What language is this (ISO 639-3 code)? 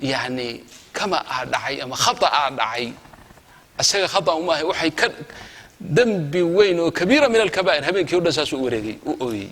som